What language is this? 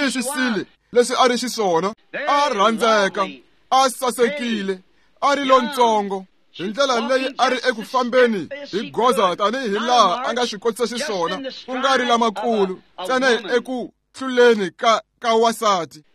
Tsonga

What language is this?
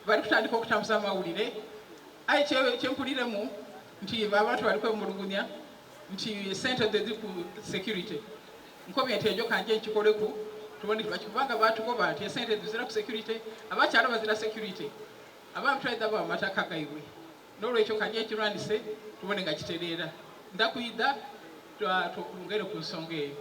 Soga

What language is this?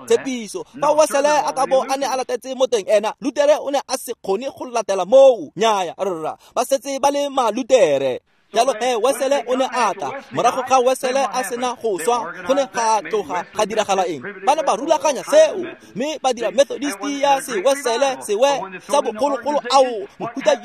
Tswana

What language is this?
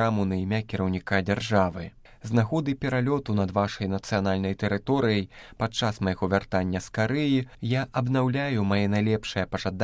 Belarusian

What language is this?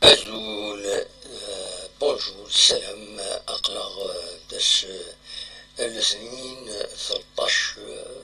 Kabyle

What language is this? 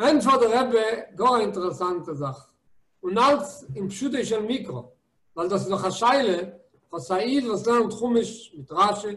Yiddish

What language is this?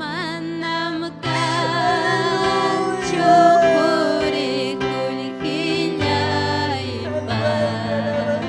Ayacucho Quechua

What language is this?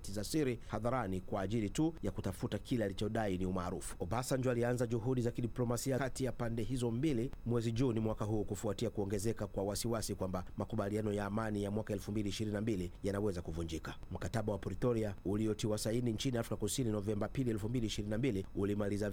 Swahili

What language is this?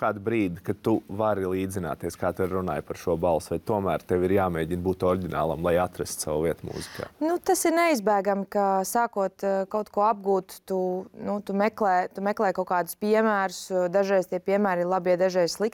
Latvian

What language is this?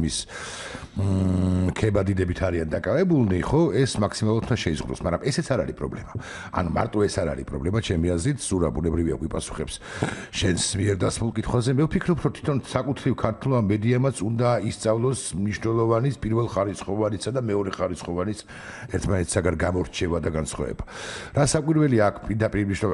Georgian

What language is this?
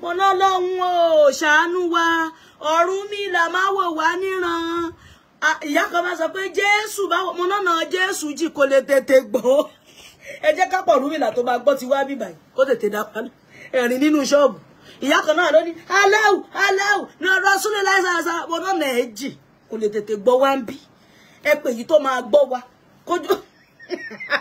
Yoruba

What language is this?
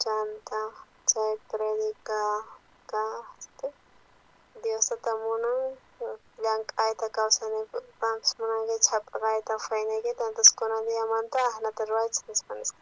South Bolivian Quechua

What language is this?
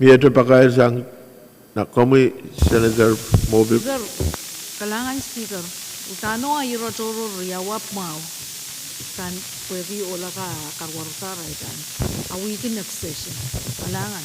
Pohnpeian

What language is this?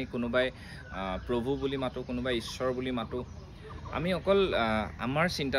Assamese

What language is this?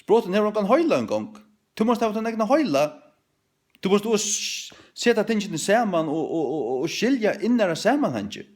Faroese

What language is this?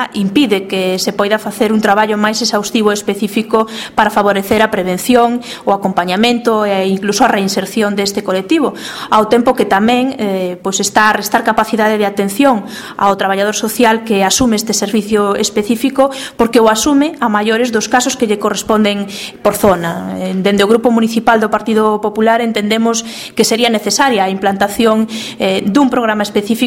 Galician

